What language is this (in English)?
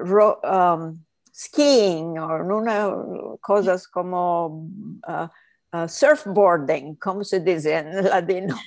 Ladino